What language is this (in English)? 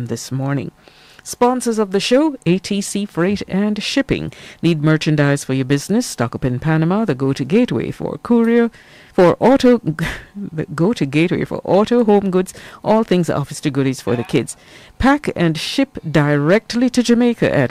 Jamaican Creole English